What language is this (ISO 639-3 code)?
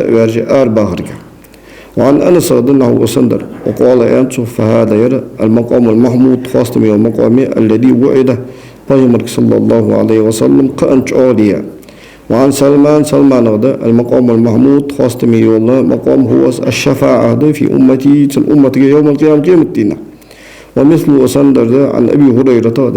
inh